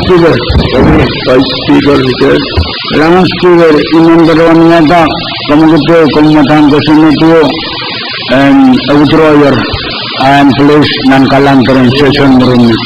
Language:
Pohnpeian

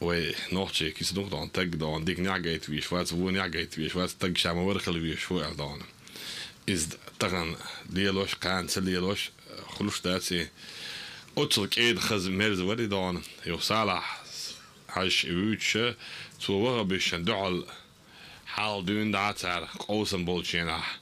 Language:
Chechen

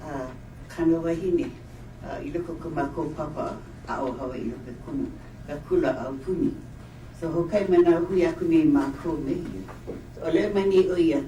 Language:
Hawaiian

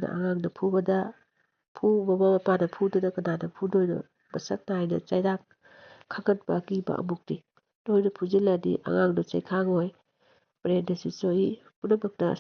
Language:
Manipuri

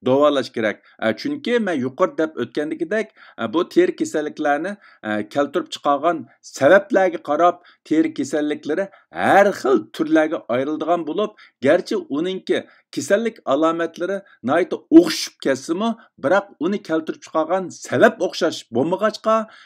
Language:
Uyghur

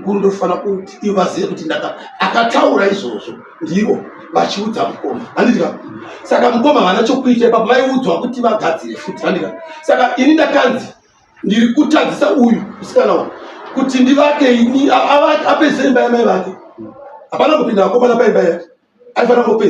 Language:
Shona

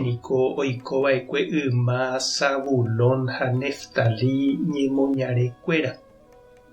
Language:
Guarani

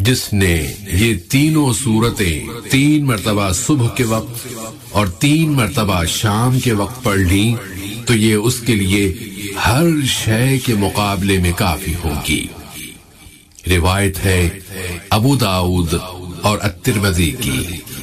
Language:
Urdu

